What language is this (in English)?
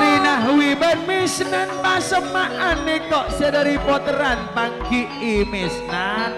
Madurese